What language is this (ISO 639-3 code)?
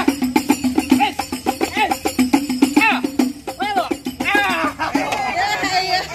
bew